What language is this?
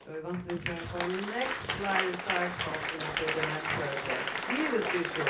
Faroese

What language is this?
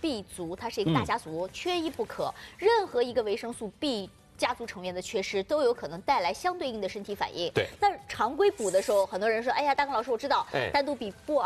Chinese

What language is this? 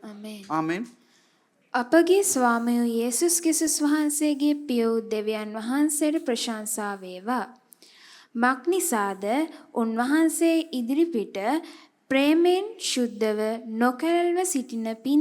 Sinhala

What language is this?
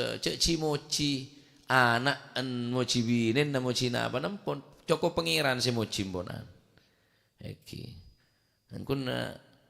Madurese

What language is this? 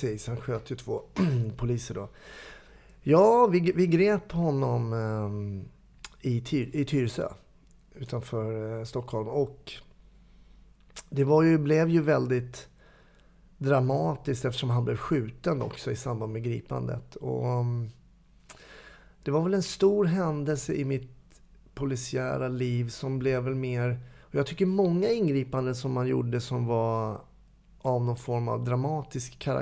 Swedish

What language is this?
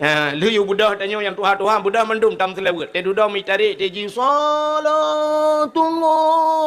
Achinese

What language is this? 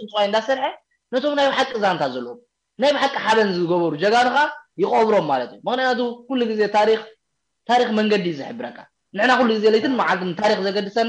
Tigrinya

